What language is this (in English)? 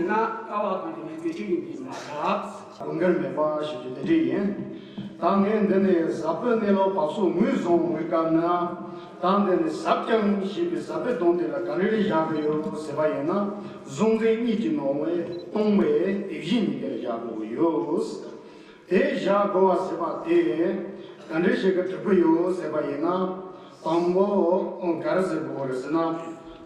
Tibetan